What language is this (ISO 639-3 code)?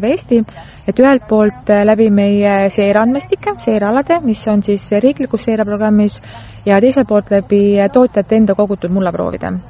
est